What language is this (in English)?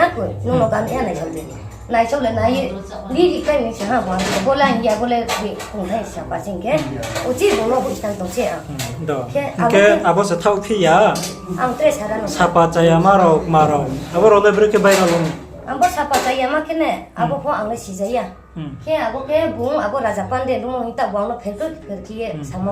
Riang (India)